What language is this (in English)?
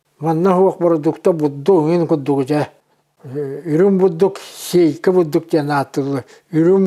Yakut